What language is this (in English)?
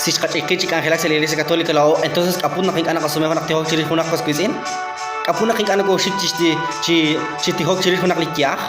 Kekchí